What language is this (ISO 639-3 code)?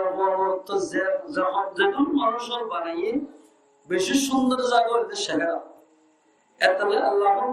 rhg